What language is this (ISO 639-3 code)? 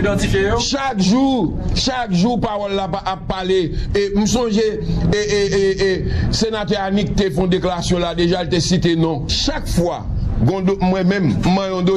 hat